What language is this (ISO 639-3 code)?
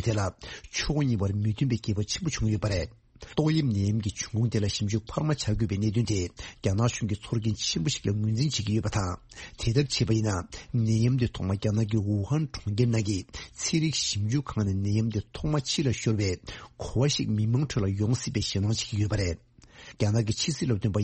bod